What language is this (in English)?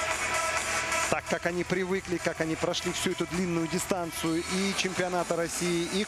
Russian